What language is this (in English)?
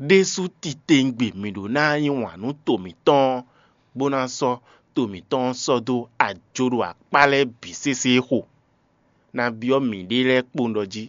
Fon